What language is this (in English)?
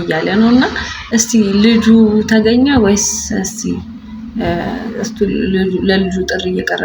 Amharic